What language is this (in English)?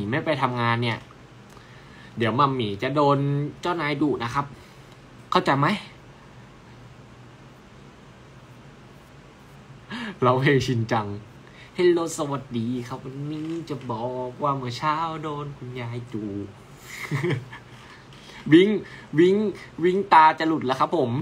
Thai